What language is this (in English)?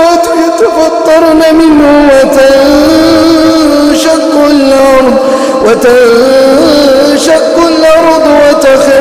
Arabic